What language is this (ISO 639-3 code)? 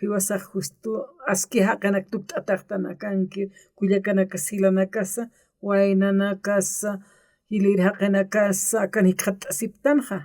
aym